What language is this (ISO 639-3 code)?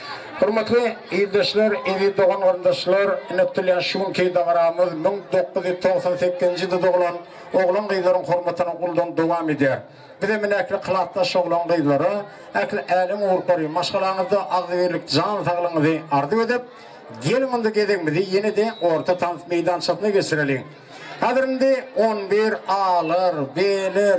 tuk